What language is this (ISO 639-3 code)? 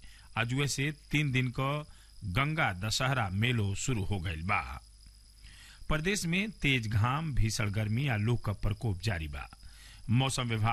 bho